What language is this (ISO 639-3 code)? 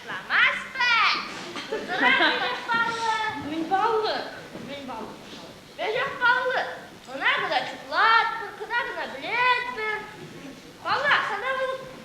chv